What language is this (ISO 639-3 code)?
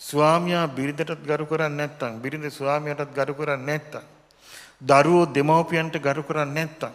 sin